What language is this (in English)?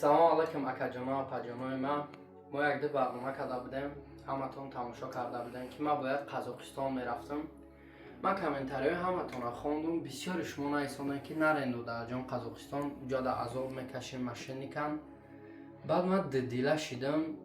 Tajik